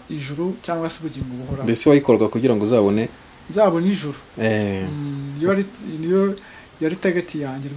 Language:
Kinyarwanda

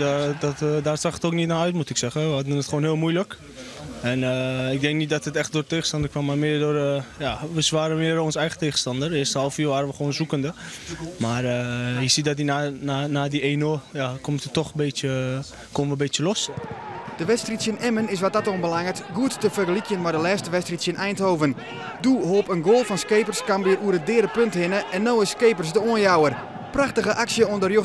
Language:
Western Frisian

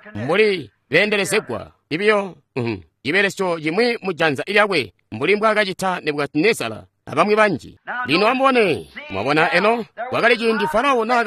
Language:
Tonga (Zambia)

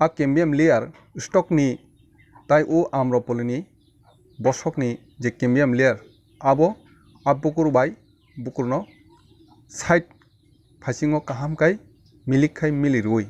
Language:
Kok Borok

